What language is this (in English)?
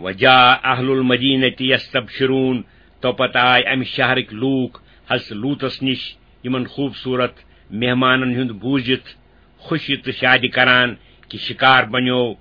Kashmiri